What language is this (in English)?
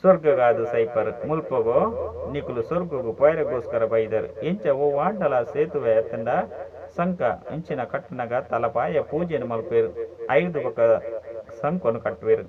Tulu